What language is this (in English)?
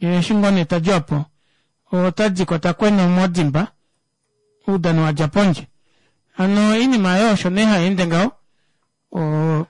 Kuanyama